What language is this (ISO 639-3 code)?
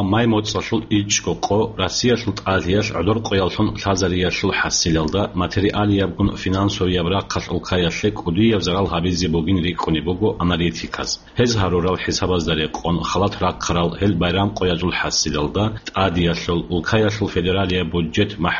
ava